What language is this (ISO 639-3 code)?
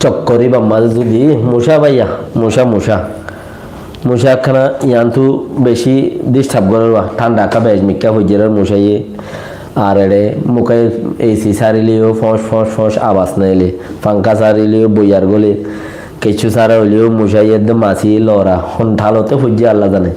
rhg